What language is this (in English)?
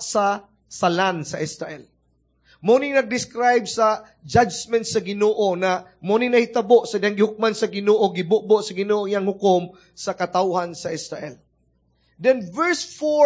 Cebuano